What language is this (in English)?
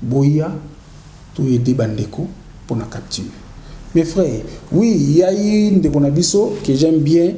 Lingala